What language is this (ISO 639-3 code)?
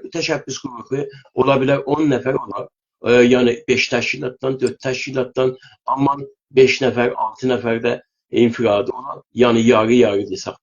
azb